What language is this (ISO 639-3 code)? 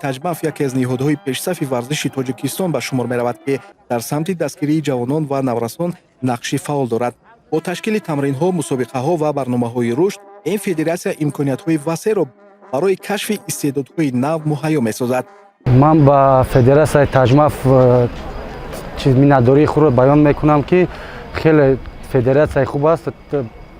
tgk